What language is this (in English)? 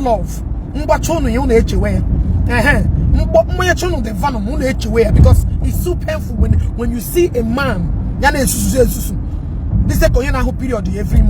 Igbo